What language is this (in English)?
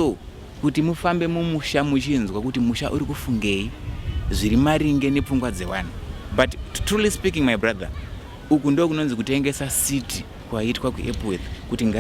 Shona